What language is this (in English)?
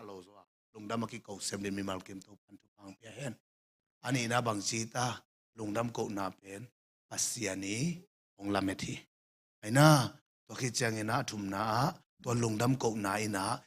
Tedim Chin